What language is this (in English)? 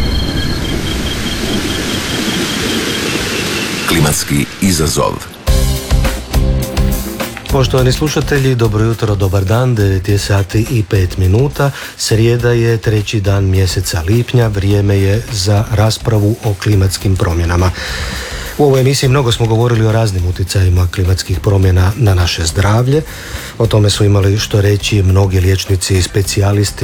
Croatian